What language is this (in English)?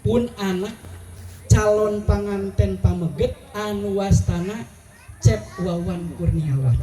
Sundanese